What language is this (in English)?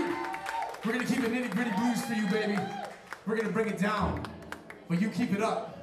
English